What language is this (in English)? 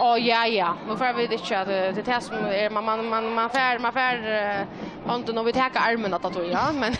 Faroese